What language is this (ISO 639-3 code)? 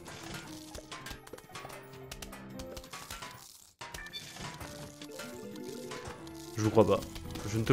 fra